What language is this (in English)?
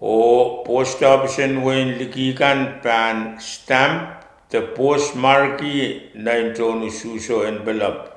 Pohnpeian